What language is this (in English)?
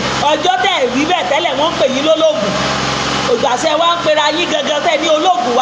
Yoruba